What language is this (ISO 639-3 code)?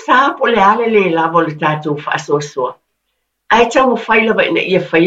smo